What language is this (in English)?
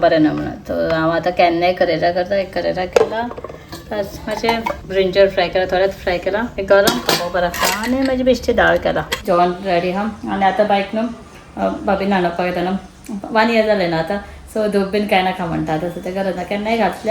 Konkani